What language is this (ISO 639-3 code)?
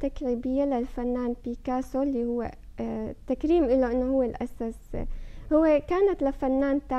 apc